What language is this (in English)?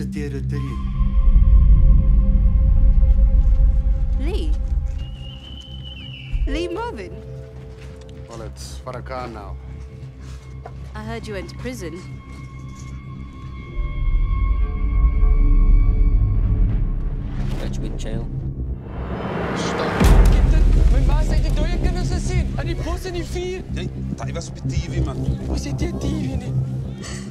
Afrikaans